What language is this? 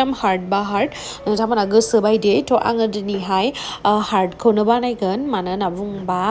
Bodo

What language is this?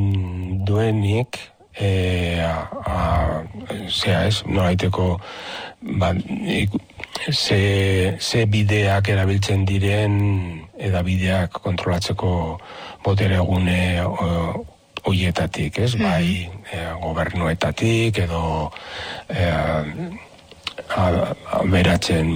Basque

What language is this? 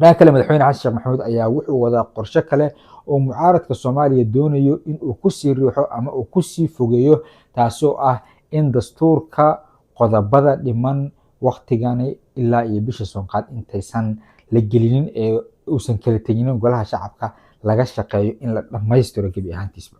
Somali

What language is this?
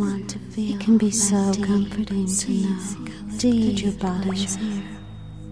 English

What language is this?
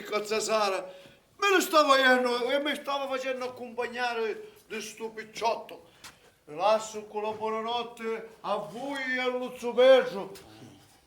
Sicilian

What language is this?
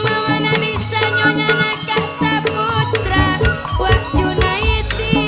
Madurese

